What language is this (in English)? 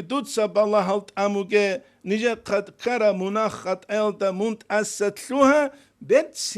Avaric